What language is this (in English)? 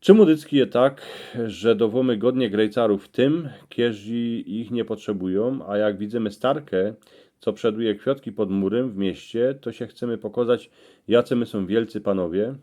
Silesian